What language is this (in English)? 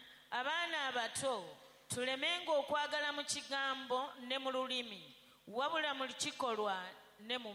Ganda